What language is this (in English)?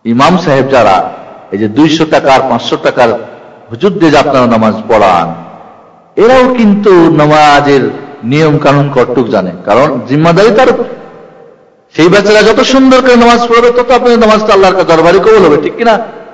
Bangla